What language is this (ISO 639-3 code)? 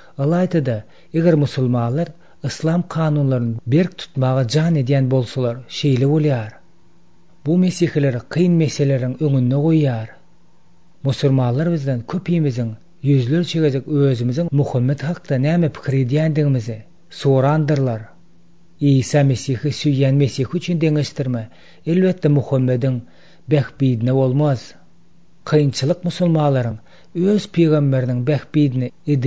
tuk